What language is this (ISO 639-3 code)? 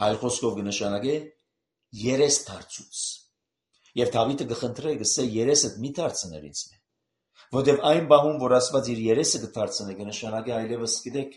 hye